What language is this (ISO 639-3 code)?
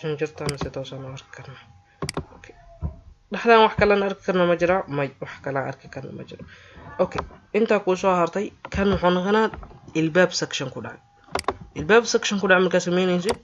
som